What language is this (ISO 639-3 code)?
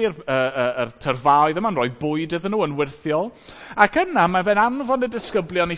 cym